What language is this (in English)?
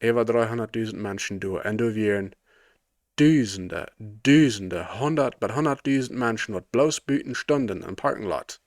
Plautdietsch